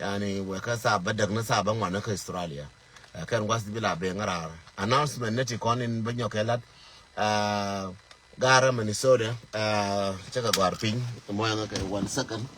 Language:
Nuer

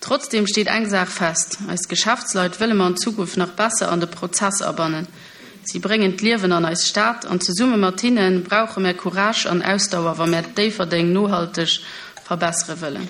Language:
Luxembourgish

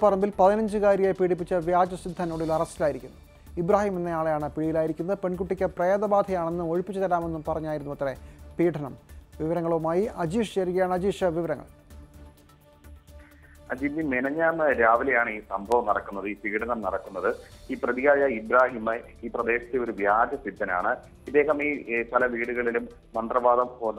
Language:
Malayalam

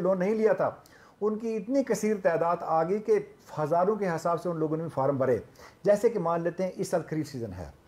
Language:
Hindi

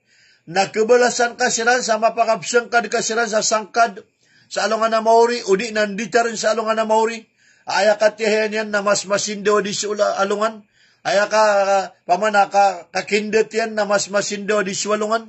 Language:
Maranao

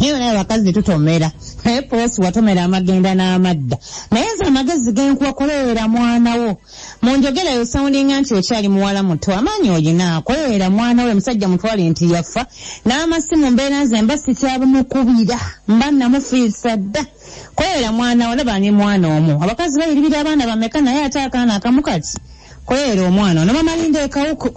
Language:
Ganda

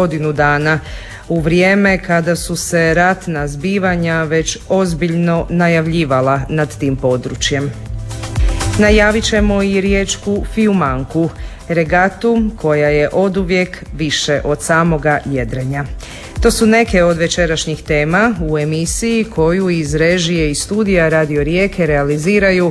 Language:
Croatian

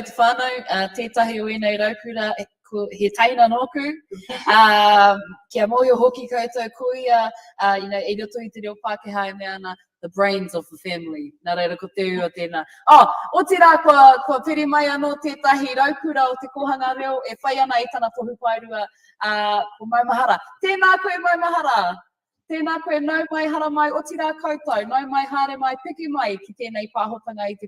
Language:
Māori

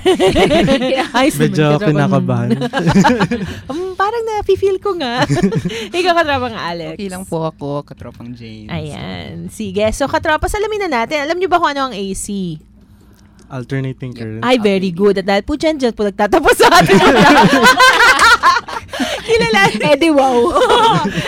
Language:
Filipino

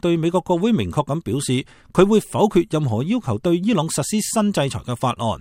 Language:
Cantonese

